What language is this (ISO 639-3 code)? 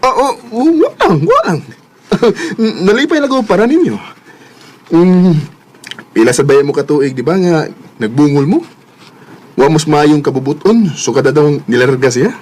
ceb